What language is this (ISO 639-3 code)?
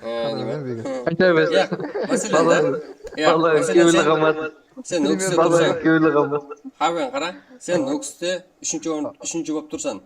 kaa